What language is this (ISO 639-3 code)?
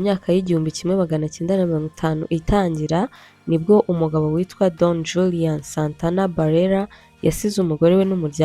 kin